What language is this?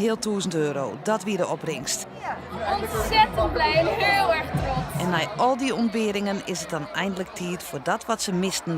Western Frisian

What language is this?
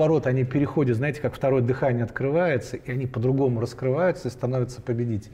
Russian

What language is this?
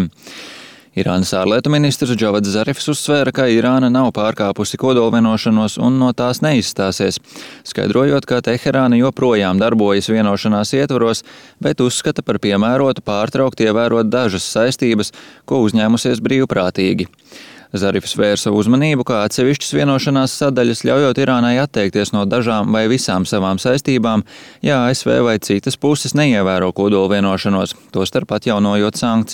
Latvian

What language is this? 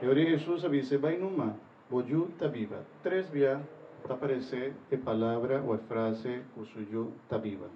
Papiamento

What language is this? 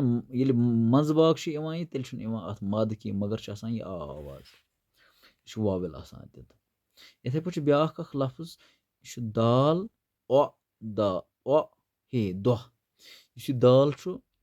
Kashmiri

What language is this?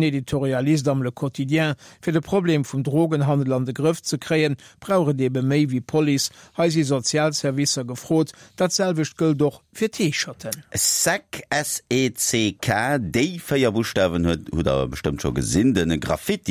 Luxembourgish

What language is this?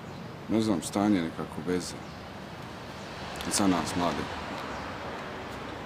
Bosnian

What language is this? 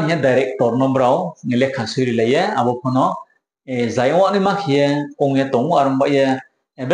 Riang (India)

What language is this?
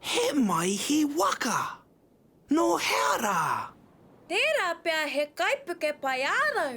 Māori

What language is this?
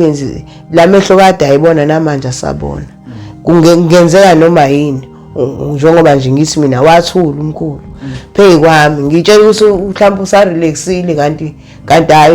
Zulu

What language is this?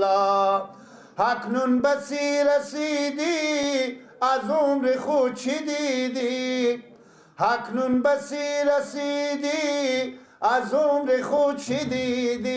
Persian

